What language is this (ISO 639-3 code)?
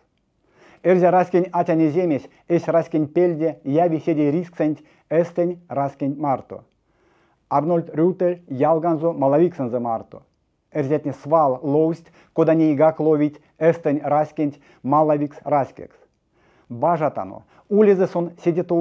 myv